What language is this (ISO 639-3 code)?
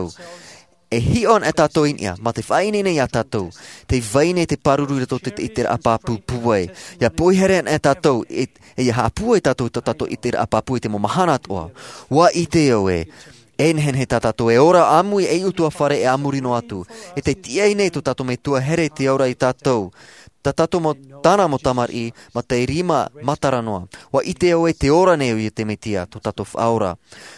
tah